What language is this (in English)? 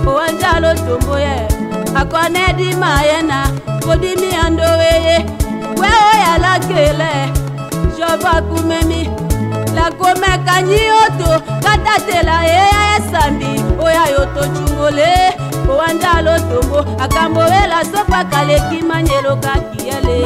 Tetela